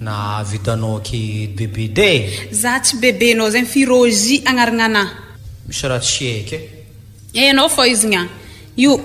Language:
Malagasy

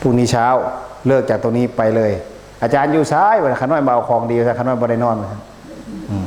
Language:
Northeastern Thai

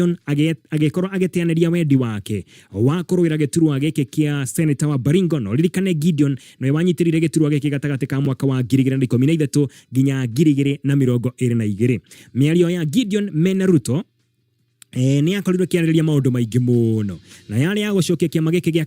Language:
Kikuyu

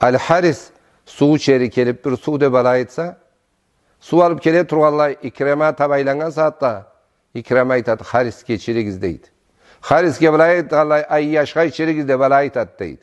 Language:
Karachay-Balkar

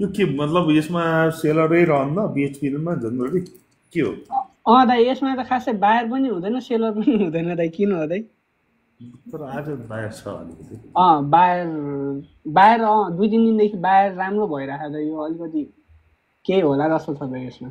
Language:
Nepali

